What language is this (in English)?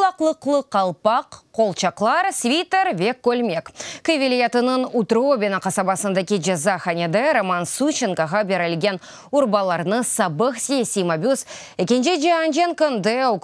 Crimean Tatar